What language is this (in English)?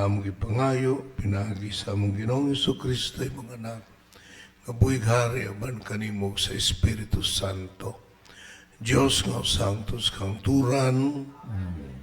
Cebuano